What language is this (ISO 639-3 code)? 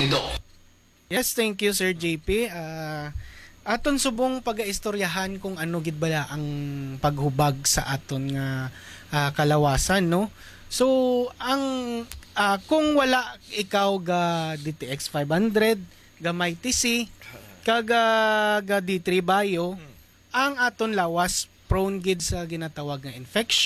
hil